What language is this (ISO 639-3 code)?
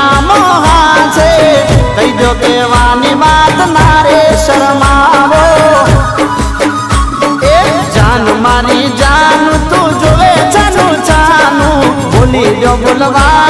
guj